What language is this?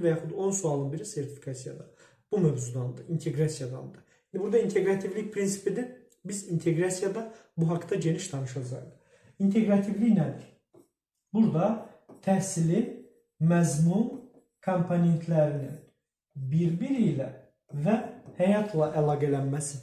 Azerbaijani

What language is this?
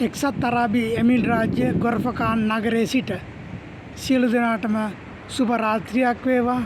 Sinhala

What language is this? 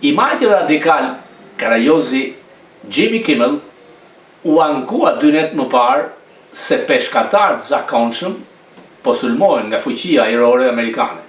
Albanian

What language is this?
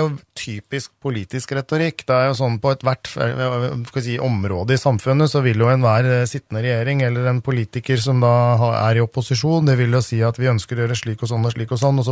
Norwegian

